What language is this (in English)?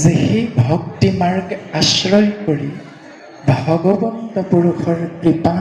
Assamese